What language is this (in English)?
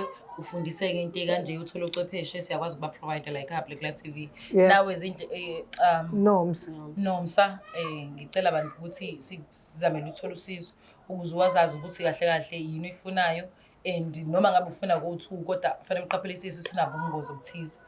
Zulu